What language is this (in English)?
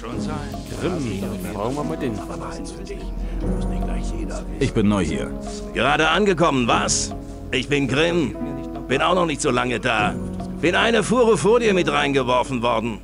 Bavarian